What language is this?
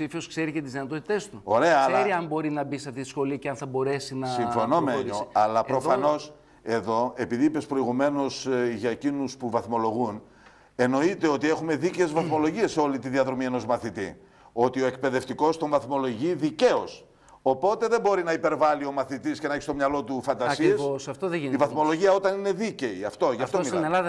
Greek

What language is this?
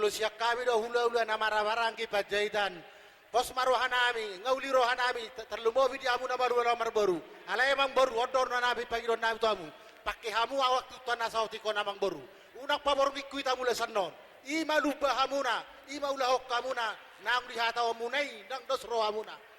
Batak Toba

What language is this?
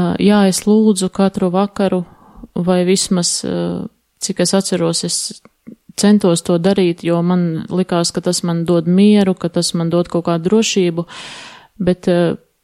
Latvian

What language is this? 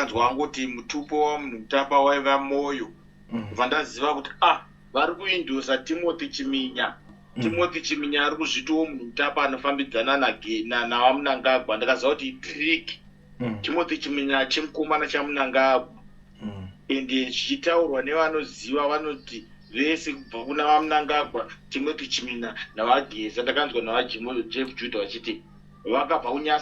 Shona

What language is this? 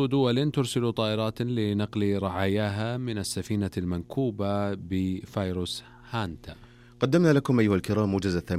Arabic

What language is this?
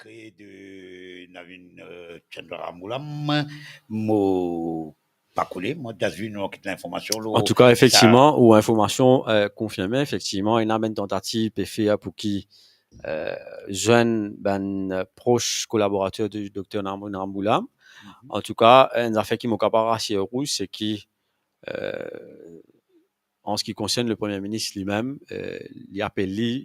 Morisyen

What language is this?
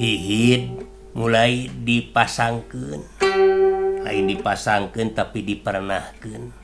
Sundanese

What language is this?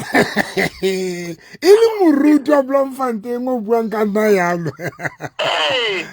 Southern Sotho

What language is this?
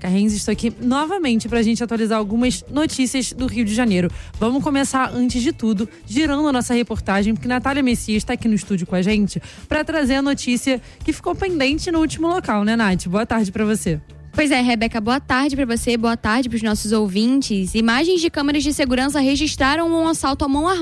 Portuguese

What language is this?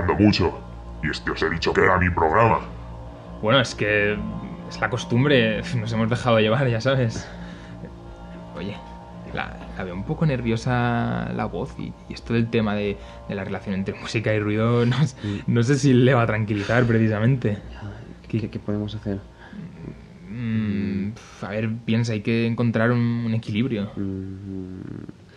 Spanish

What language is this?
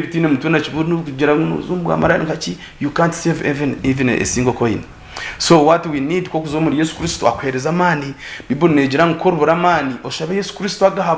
Nyankole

